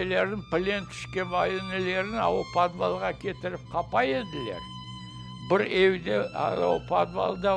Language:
Crimean Tatar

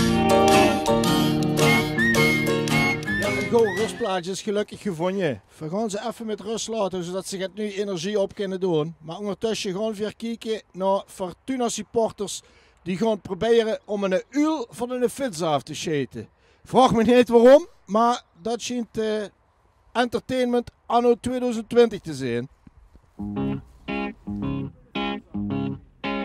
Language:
Dutch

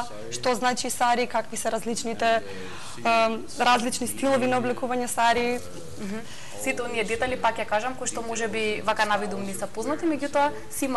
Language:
Macedonian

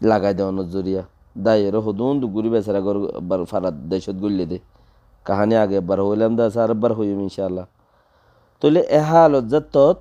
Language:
Rohingya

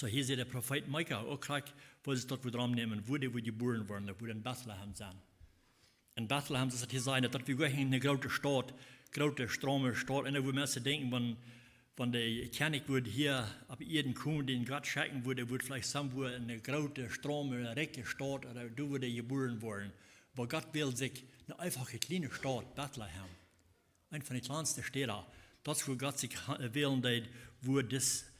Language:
Plautdietsch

